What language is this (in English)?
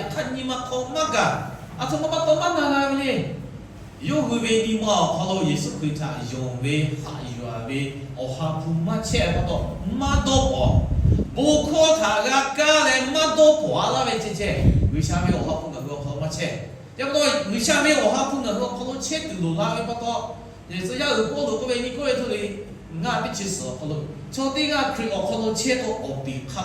Lahu